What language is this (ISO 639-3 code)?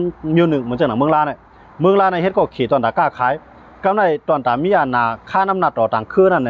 shn